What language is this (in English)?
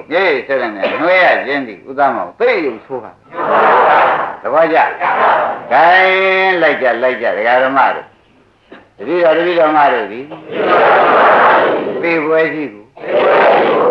Burmese